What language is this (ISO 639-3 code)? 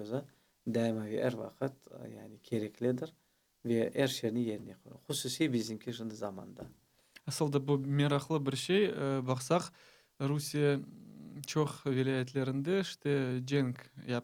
crh